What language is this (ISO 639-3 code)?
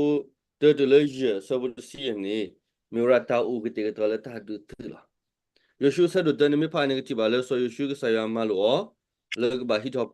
ksw